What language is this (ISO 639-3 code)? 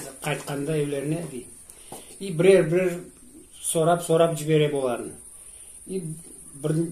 crh